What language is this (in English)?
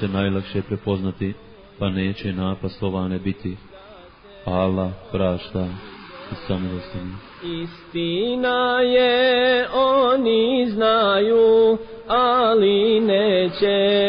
Bosnian